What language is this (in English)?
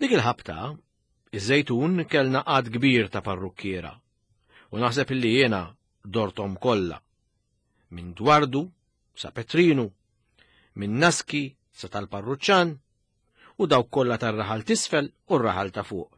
Maltese